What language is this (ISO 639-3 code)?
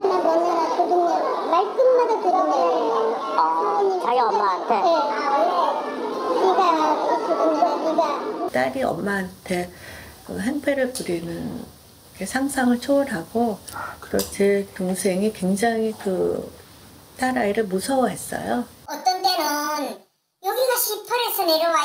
kor